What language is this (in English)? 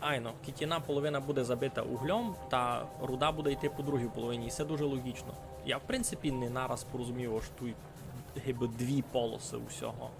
Rusyn